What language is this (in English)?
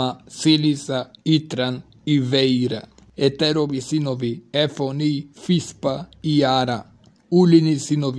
Macedonian